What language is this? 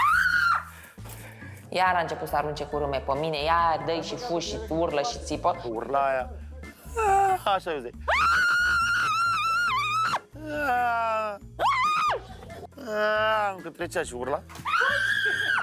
Romanian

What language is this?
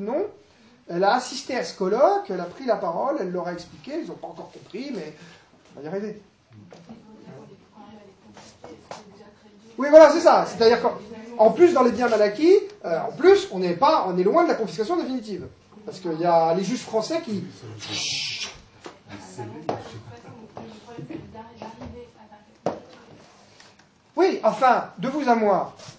French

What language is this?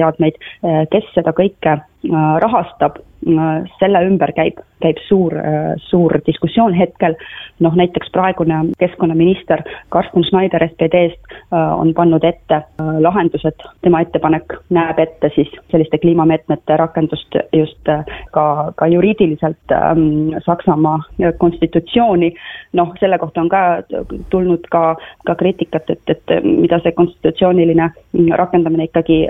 Estonian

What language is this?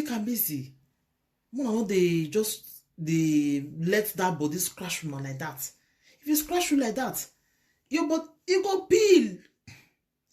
Nigerian Pidgin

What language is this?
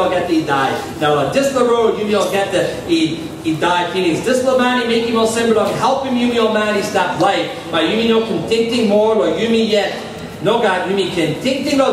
Tok Pisin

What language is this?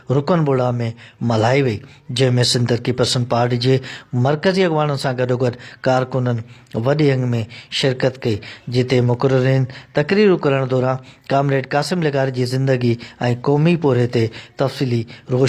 Sindhi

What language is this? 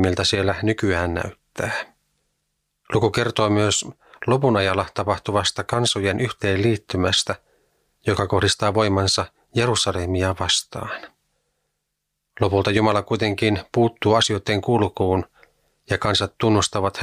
Finnish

